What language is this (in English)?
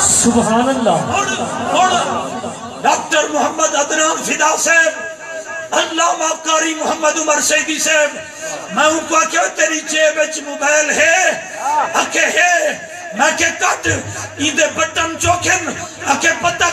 Saraiki